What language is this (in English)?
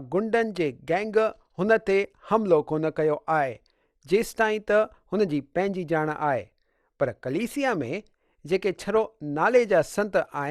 Sindhi